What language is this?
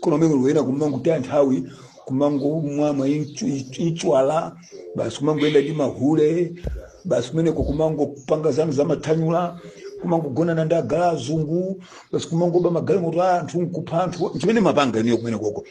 Nyanja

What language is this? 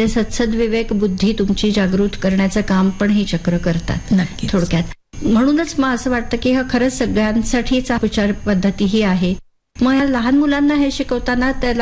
Marathi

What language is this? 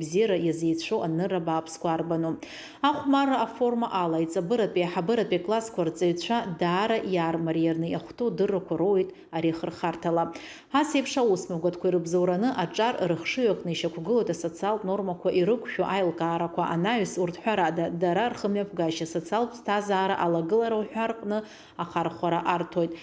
Abkhazian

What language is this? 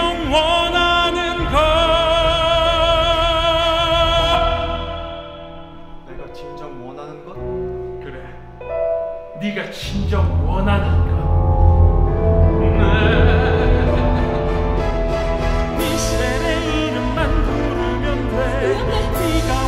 Korean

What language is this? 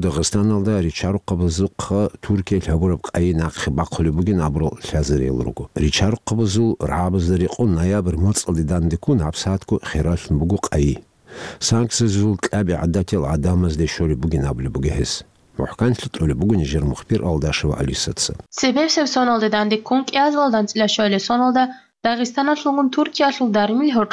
Avaric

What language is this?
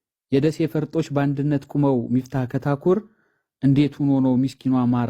Amharic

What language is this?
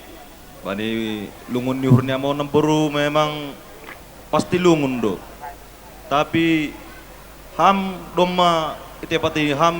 Batak Simalungun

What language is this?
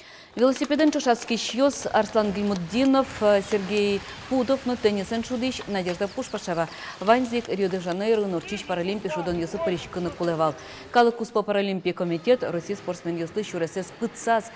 Udmurt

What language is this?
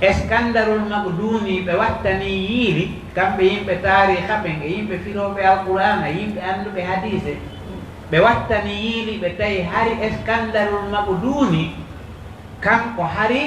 Pular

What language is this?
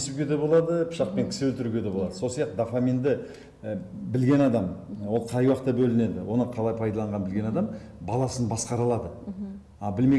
Kazakh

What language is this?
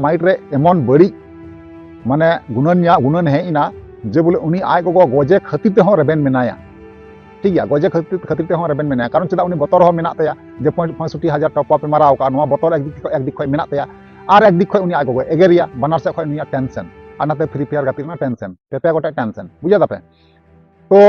Santali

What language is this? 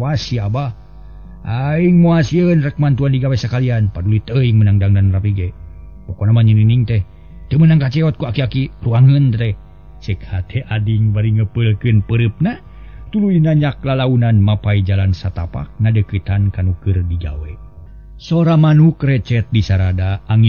Sundanese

